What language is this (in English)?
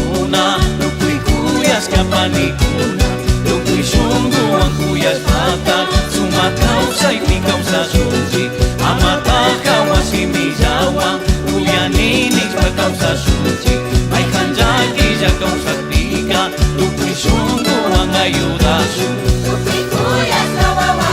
Chimborazo Highland Quichua